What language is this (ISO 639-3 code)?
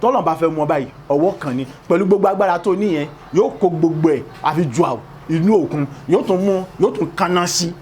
yor